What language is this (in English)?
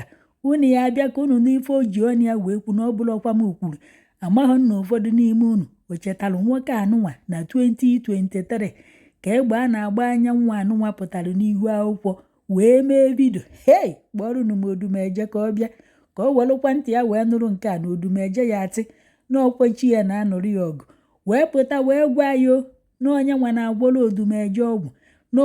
Igbo